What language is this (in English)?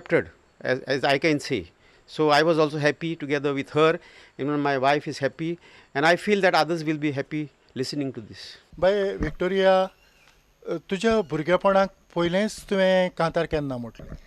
Konkani